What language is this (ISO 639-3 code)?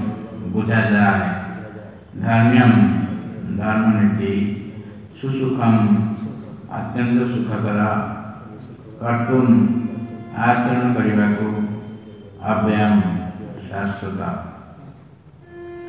ori